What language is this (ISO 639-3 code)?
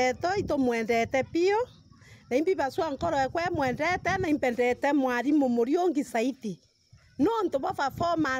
mer